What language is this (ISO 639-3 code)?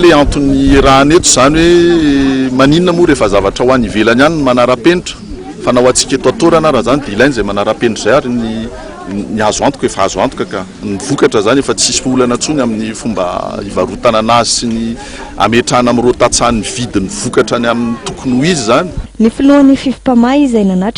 mlg